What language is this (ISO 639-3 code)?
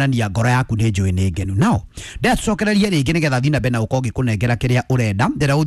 kik